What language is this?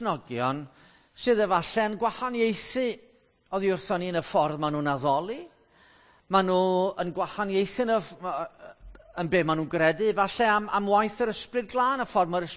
Welsh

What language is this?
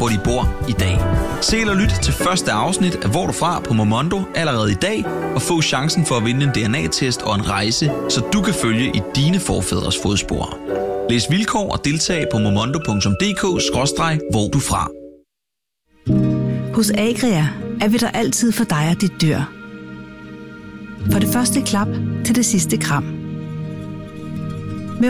Danish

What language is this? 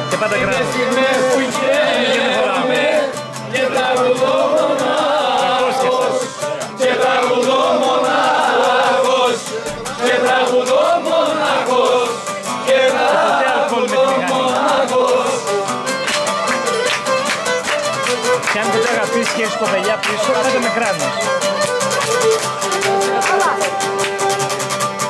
Greek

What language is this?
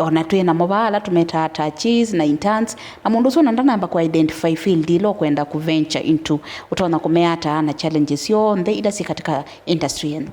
Kamba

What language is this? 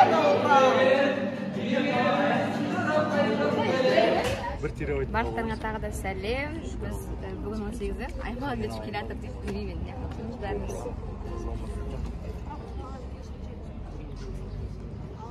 Kazakh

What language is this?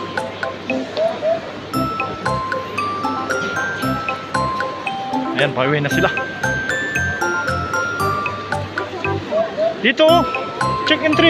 Filipino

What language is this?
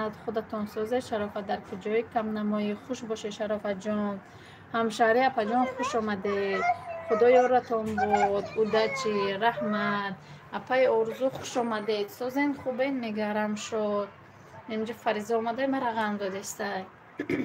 Tajik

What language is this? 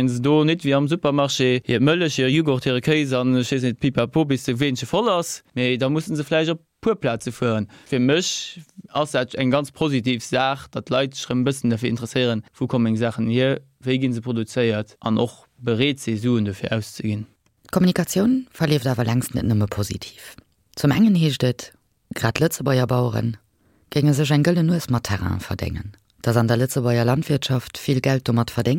Luxembourgish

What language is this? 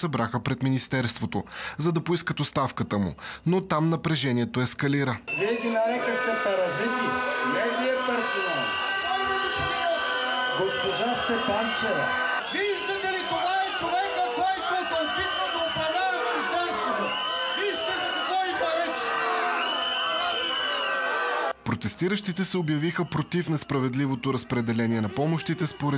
Bulgarian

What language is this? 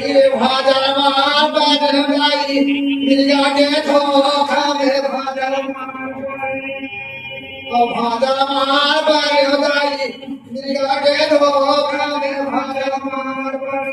Chhattisgarhi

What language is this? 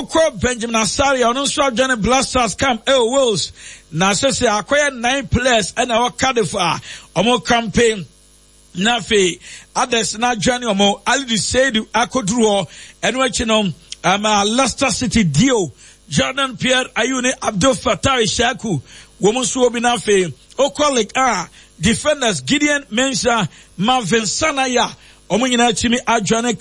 Akan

